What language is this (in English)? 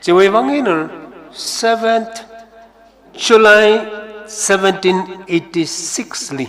Tangkhul Naga (India)